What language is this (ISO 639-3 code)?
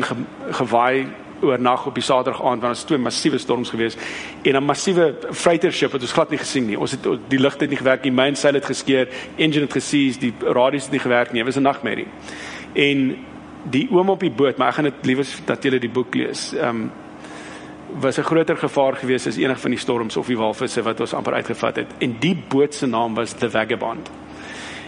afr